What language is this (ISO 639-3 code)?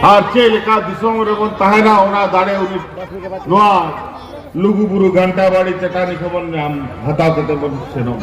sat